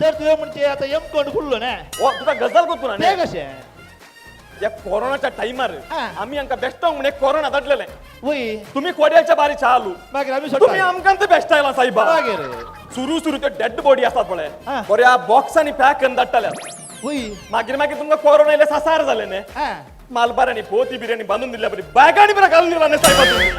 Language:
Konkani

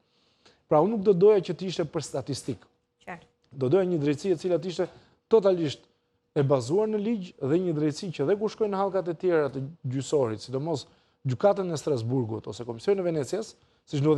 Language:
Albanian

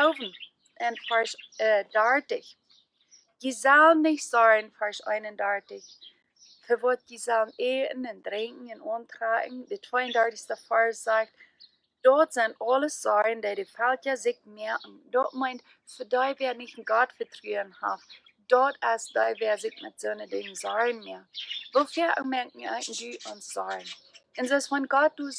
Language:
Plautdietsch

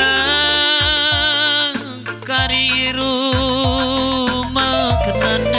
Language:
Batak Karo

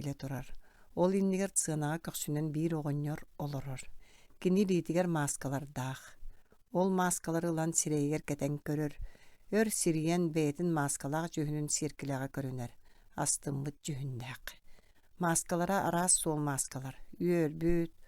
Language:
Yakut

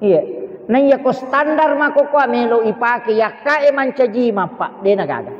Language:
Buginese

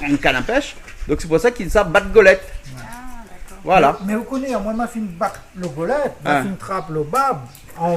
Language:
Réunion Creole French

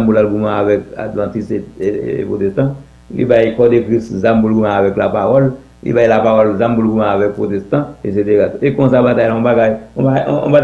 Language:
Haitian Creole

